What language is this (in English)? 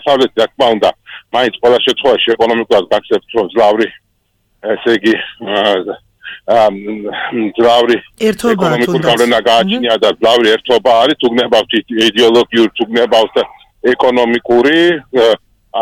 Georgian